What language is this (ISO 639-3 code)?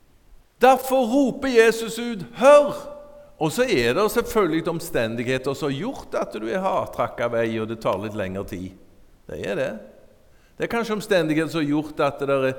nor